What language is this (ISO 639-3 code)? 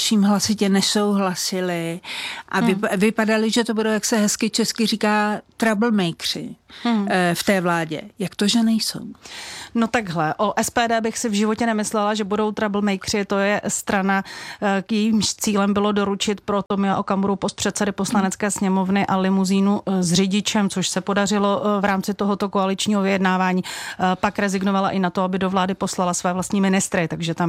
ces